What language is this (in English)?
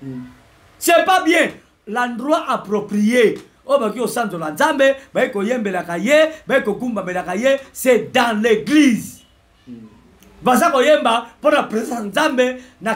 Lingala